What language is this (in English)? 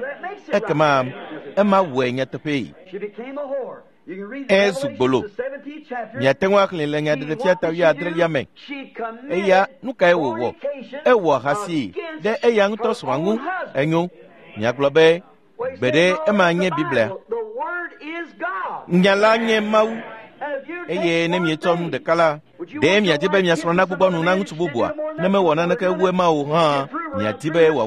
Ewe